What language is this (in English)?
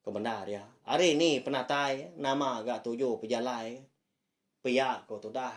Iban